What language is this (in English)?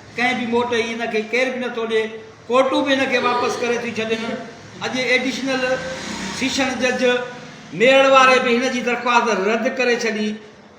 Sindhi